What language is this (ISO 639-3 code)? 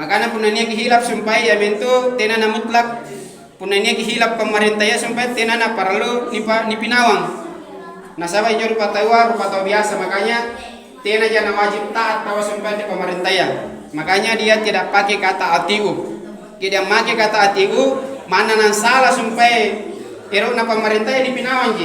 mak